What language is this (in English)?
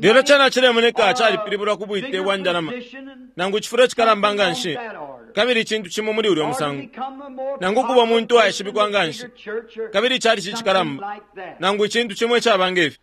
Bemba